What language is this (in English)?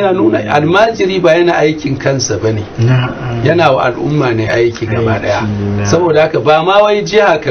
Hausa